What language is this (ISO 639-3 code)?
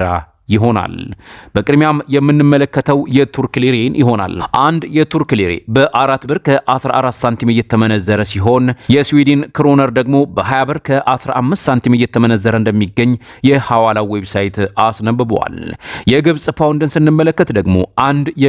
amh